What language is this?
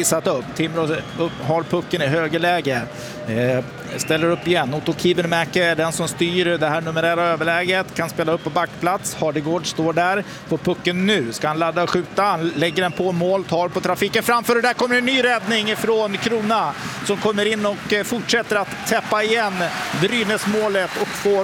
Swedish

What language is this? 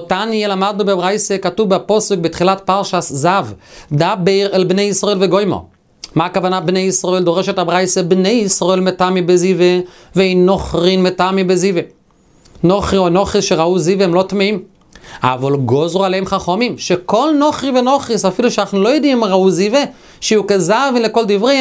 Hebrew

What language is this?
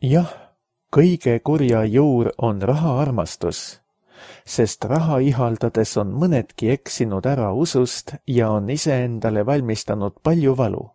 Estonian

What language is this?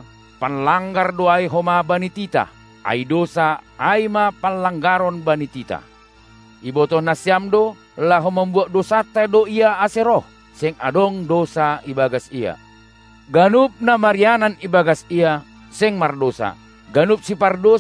Batak Simalungun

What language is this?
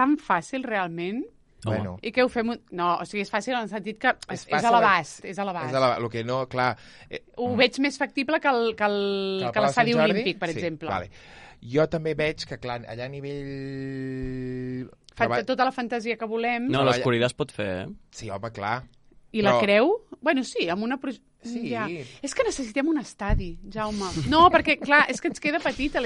Catalan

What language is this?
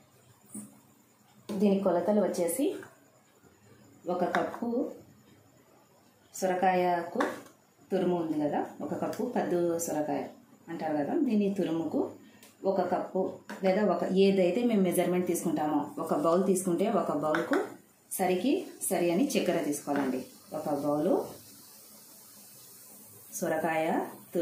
Telugu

